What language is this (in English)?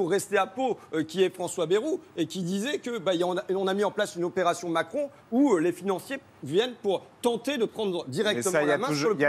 French